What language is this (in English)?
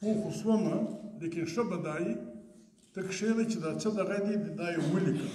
Pashto